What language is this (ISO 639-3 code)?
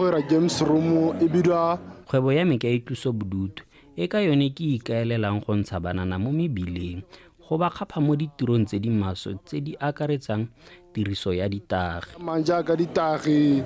tsn